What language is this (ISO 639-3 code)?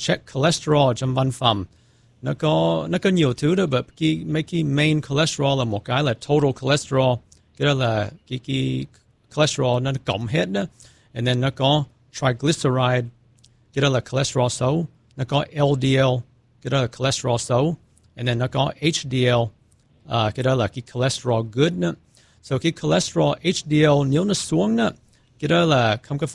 vie